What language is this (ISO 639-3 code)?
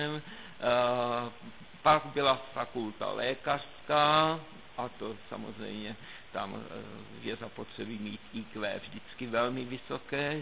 ces